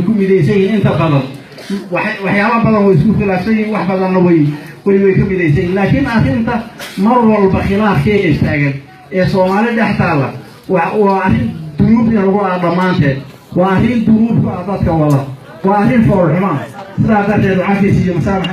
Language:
Somali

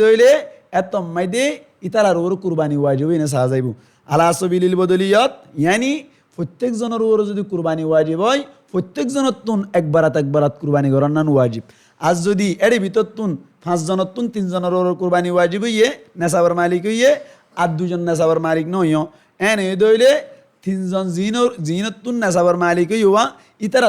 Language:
Rohingya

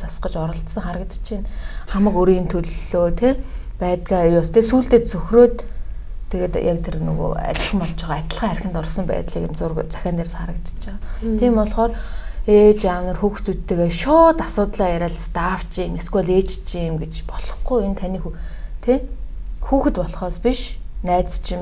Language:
Mongolian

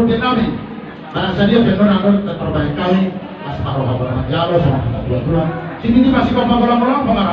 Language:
Batak Toba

